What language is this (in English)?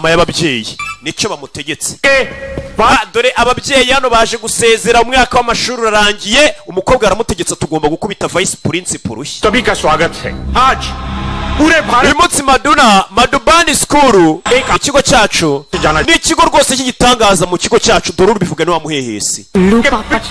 Kinyarwanda